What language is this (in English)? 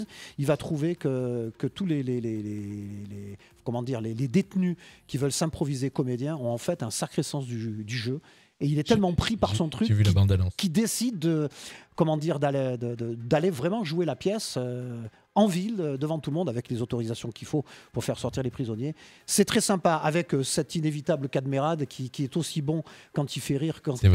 French